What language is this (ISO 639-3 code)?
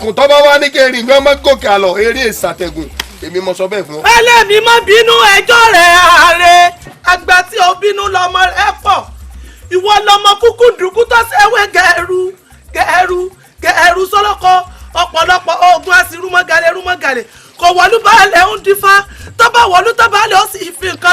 yor